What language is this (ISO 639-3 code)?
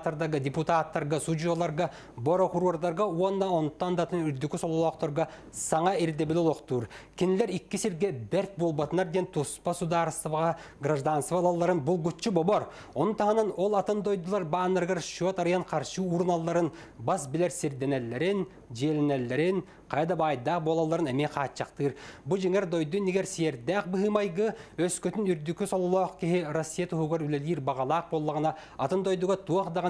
sah